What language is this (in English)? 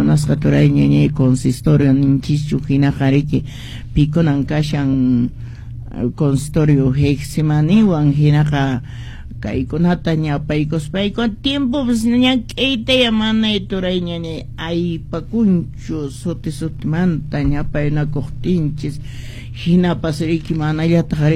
Quechua